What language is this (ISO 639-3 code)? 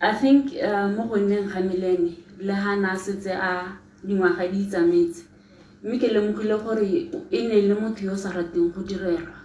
tsn